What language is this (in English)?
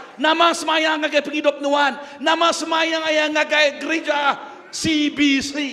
Iban